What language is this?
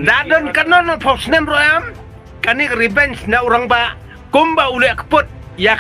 Khasi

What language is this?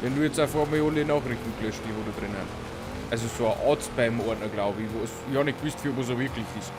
Bavarian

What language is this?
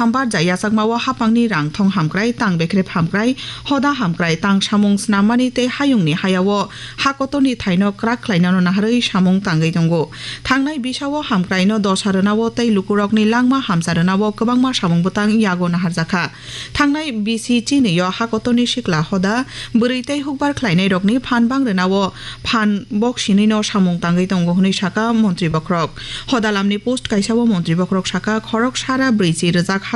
Kok Borok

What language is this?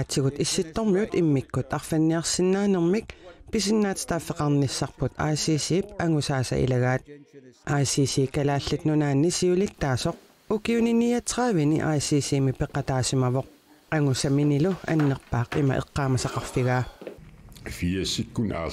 Kalaallisut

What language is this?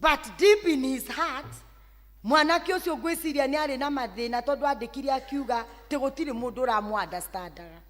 Kikuyu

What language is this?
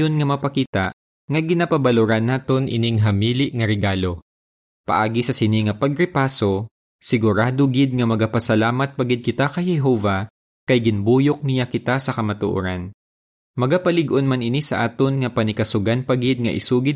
Hiligaynon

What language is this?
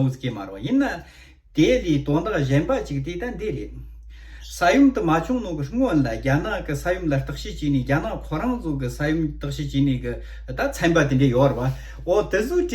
Tibetan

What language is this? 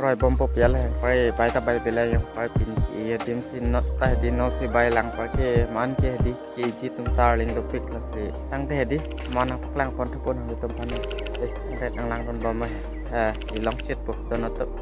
Karbi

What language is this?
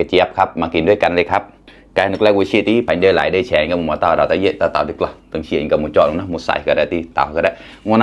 Mon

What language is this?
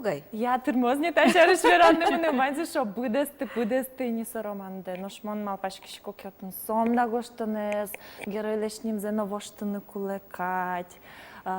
Udmurt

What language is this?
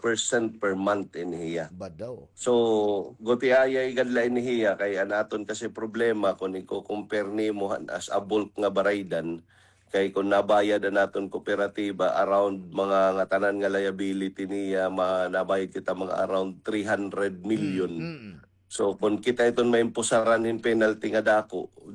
Waray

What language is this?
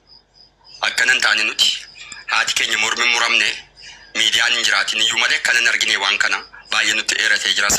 Oromo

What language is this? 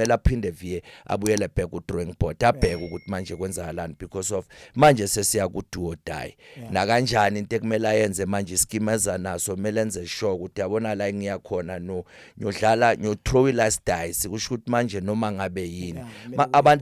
Zulu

